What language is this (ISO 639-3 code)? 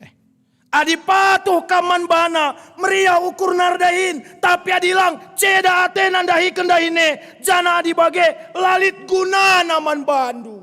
btx